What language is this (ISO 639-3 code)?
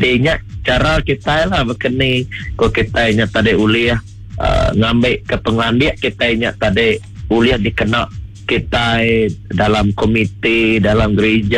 iba